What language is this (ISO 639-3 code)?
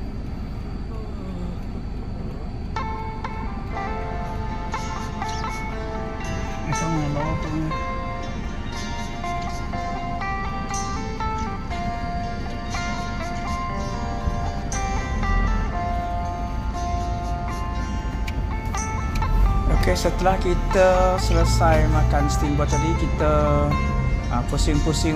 msa